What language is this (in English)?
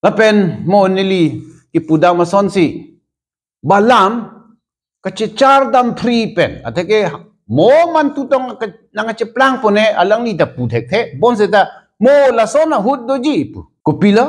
Karbi